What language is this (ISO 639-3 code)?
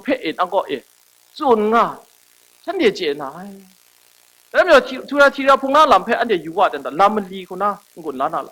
kac